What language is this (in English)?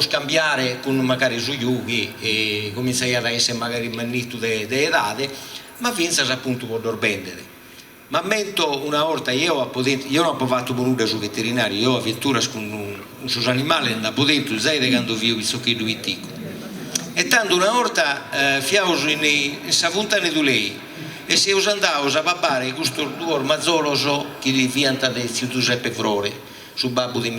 Sardinian